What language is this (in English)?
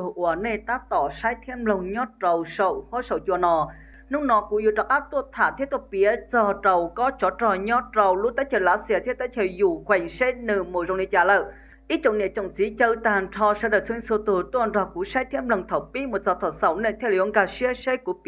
Hmong